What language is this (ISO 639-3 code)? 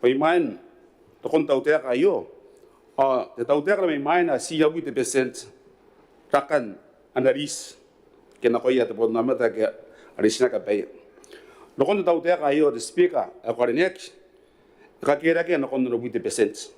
gil